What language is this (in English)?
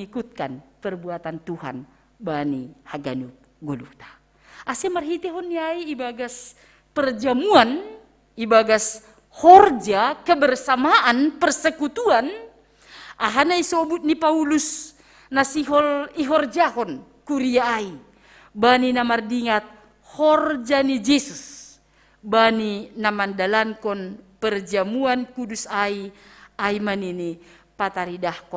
Batak Simalungun